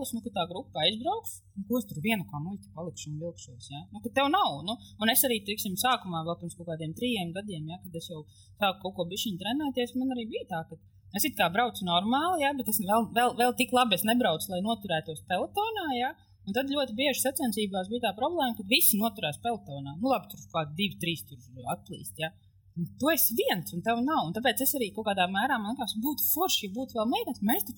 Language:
Latvian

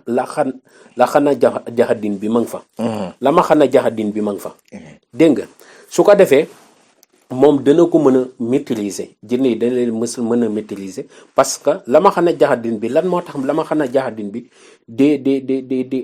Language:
Wolof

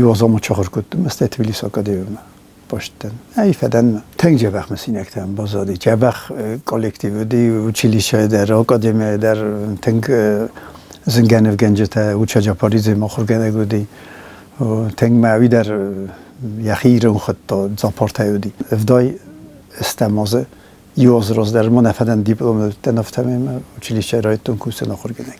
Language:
Ossetic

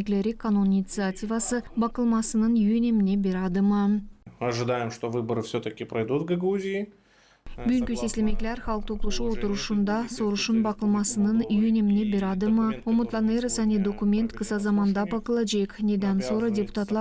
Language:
Gagauz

